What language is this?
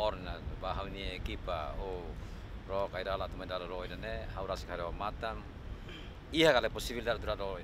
Tetum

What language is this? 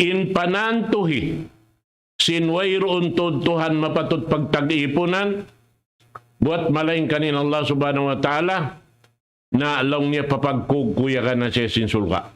Tausug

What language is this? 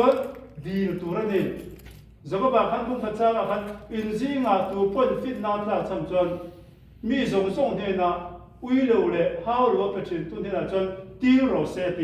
Mizo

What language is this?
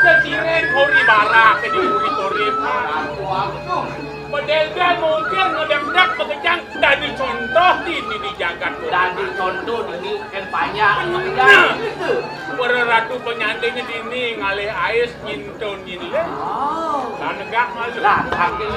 Balinese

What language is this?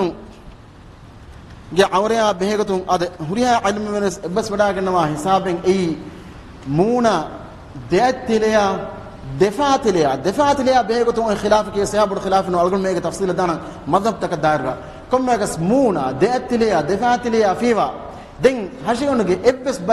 Divehi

